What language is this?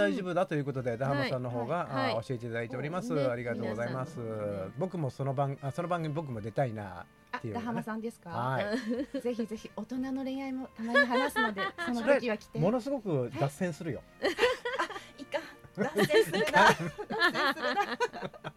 Japanese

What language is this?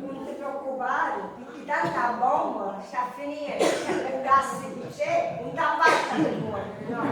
Sicilian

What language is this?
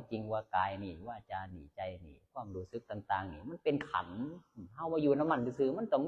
Northeastern Thai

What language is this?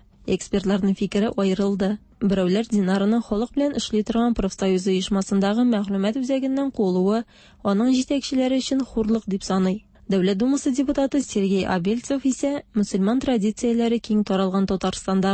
Tatar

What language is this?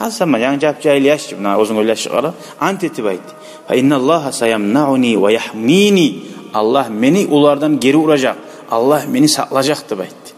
Kumyk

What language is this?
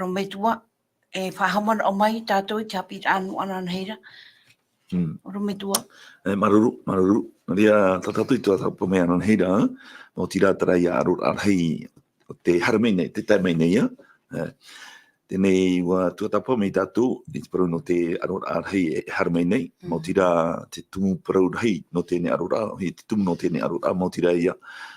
Tahitian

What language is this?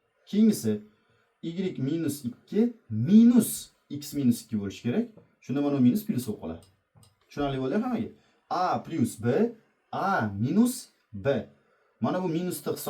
Uzbek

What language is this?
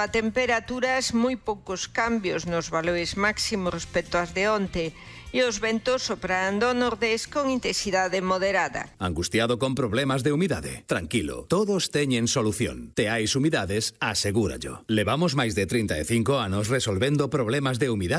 Galician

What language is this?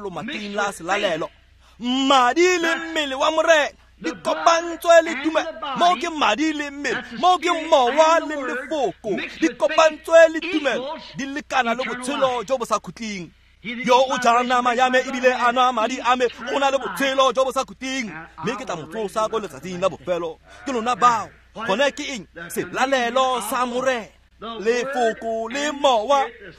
Tswana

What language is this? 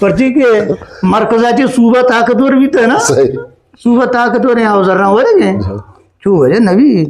Eastern Balochi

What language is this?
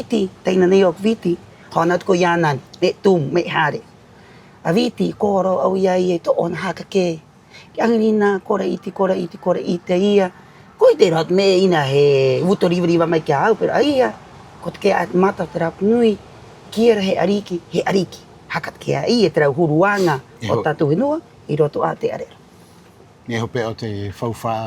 Rapanui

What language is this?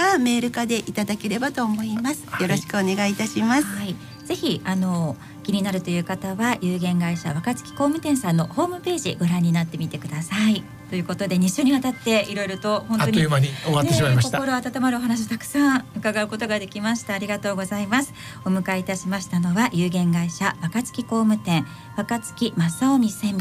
Japanese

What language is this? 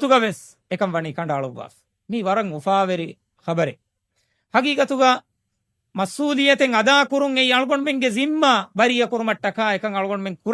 Divehi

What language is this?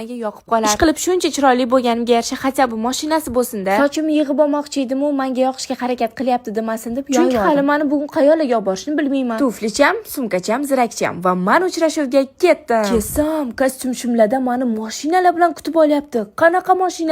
Uzbek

